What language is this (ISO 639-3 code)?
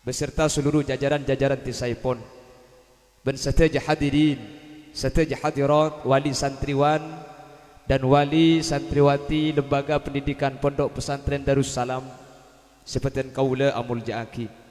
mad